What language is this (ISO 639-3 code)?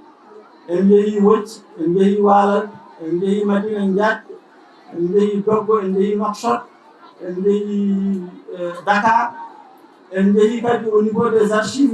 ful